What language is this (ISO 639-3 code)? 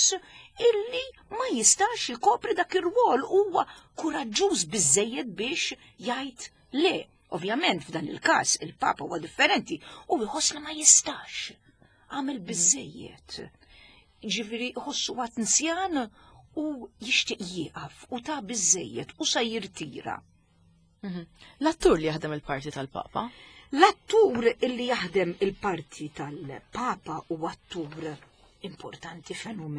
mlt